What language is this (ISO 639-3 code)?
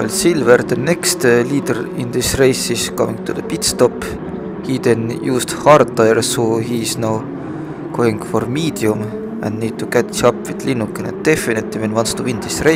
eng